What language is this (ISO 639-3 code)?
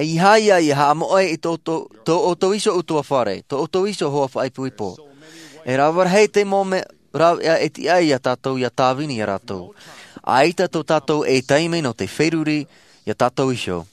tah